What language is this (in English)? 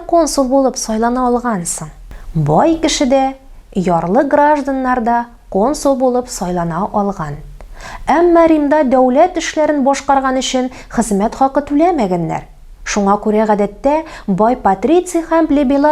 Tatar